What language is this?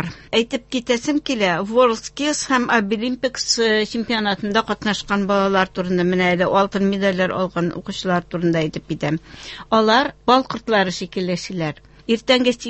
Tatar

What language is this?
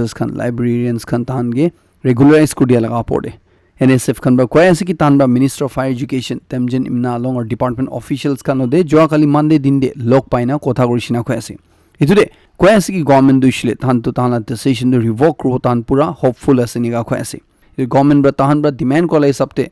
Naga Pidgin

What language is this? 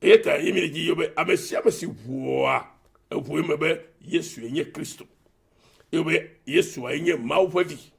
Ewe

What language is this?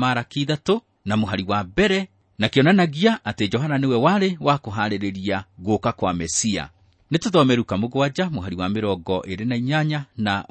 Kikuyu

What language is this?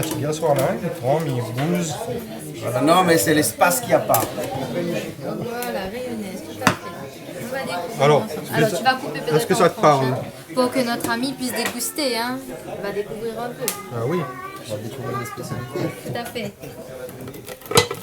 Réunion Creole French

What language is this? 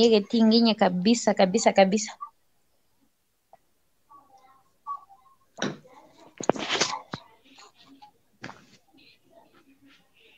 Swahili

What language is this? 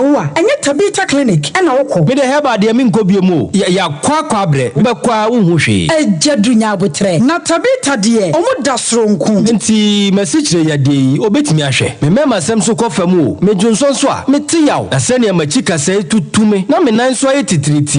Akan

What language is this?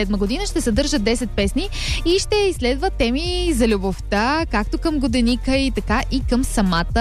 Bulgarian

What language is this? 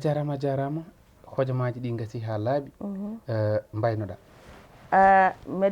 Fula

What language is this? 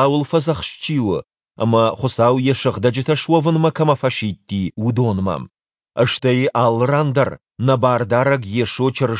Ossetic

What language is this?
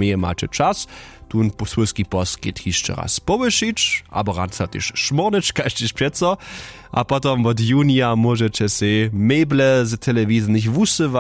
Upper Sorbian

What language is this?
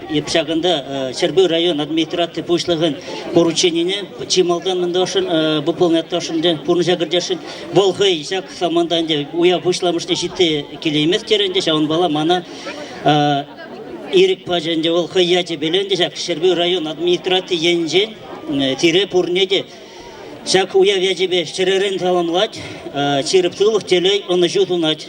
Chuvash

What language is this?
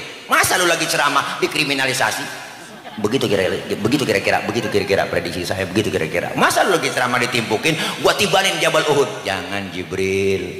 Betawi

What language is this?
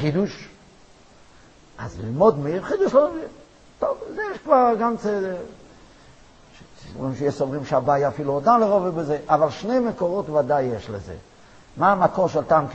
Hebrew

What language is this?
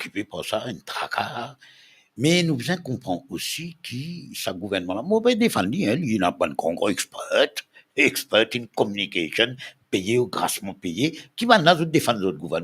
Morisyen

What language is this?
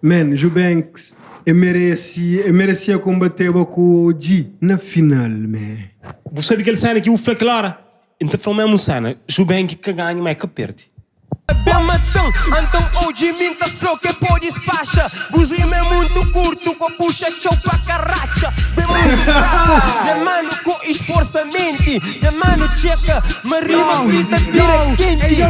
Kabuverdianu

